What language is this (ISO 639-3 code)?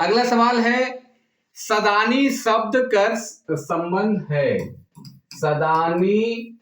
sck